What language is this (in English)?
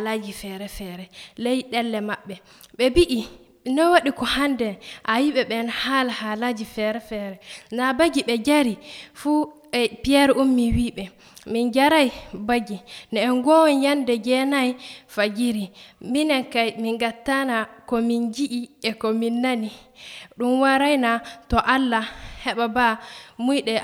Nigerian Fulfulde